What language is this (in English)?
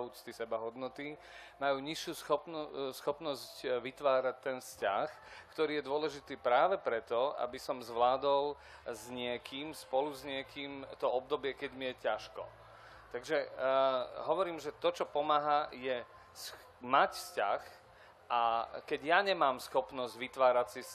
Slovak